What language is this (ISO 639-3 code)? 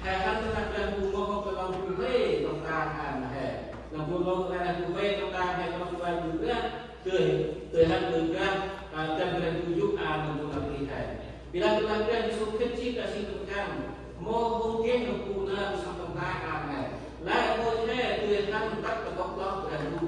cmo